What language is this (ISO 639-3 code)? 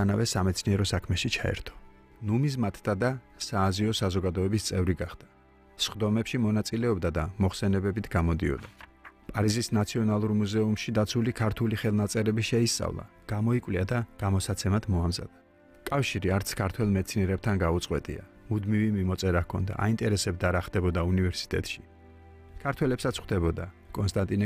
kat